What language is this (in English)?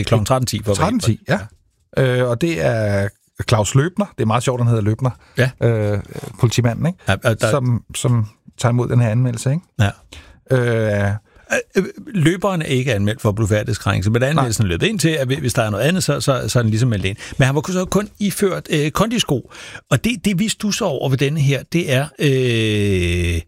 Danish